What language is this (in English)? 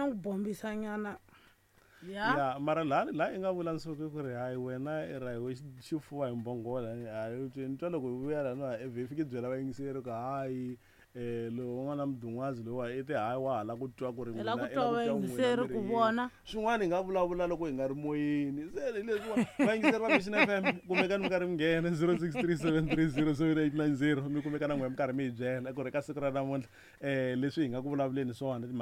Tsonga